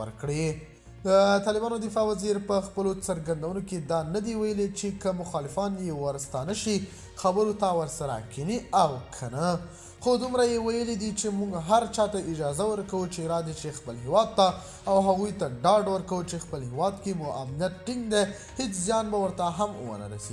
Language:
Pashto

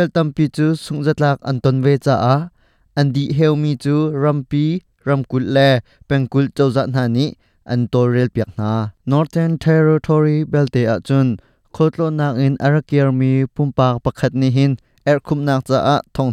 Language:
Hakha Chin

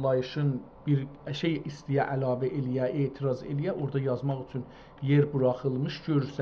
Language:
South Azerbaijani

